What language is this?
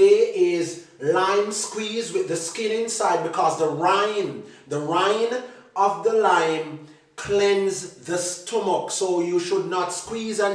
Jamaican Creole English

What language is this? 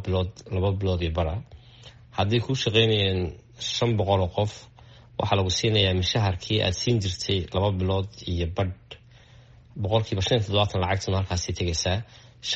Somali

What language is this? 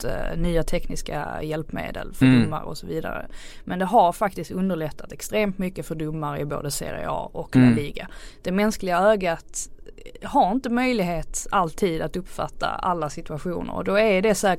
Swedish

